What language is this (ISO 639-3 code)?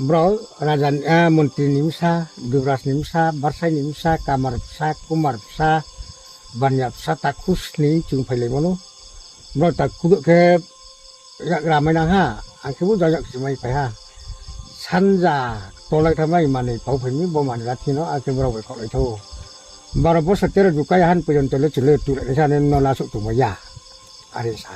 ria